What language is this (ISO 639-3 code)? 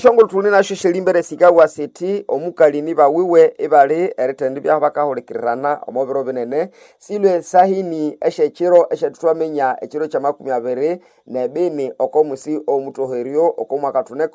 nnb